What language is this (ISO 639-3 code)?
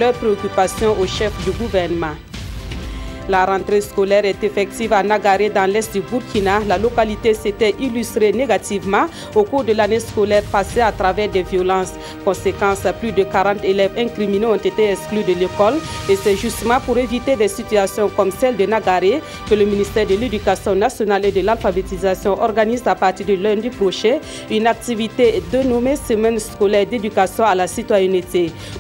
fra